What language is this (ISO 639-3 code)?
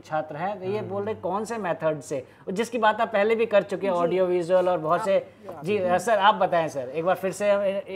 hin